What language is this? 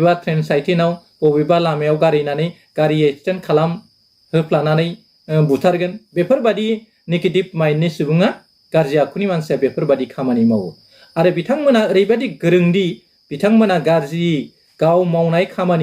Bodo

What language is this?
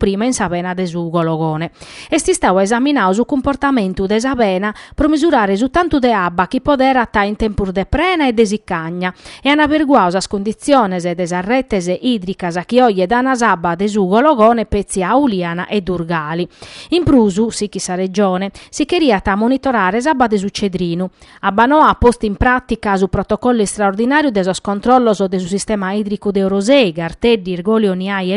Sardinian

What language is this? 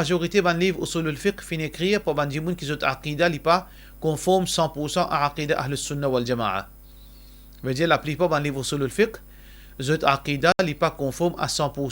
Morisyen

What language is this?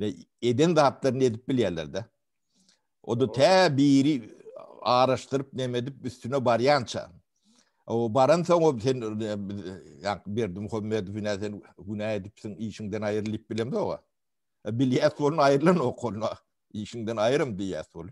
Turkmen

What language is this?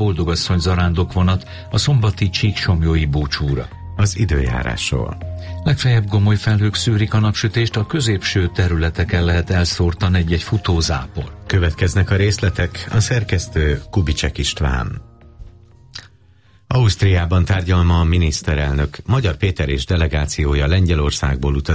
Hungarian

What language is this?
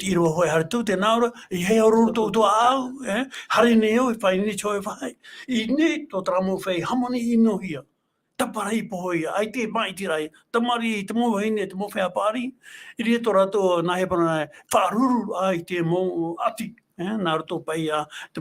Tahitian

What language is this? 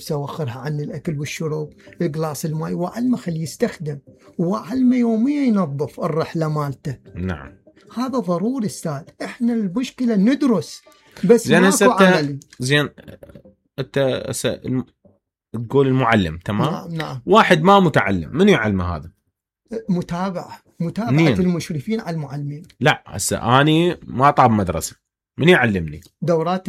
Mesopotamian Arabic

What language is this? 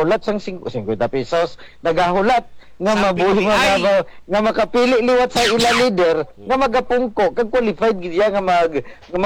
Hiligaynon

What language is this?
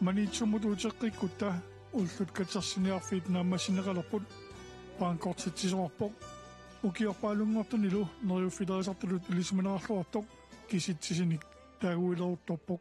Kalaallisut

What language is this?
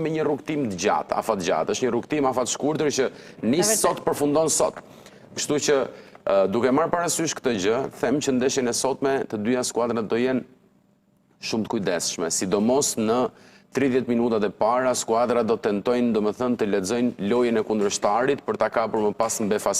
Albanian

